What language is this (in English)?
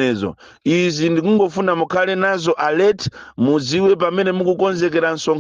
Nyanja